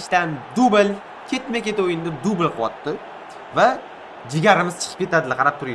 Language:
Uzbek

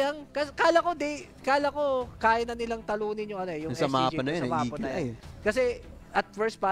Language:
Filipino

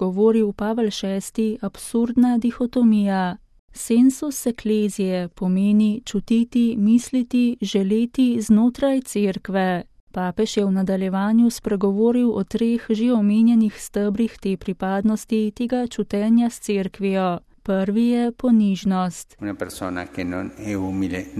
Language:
Slovenian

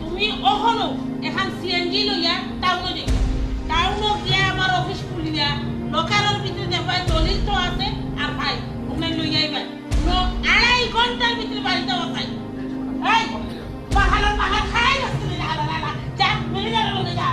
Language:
Sylheti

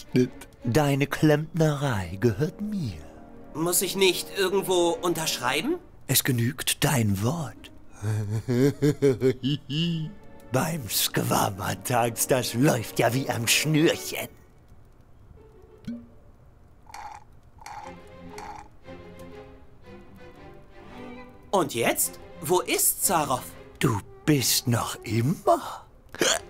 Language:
German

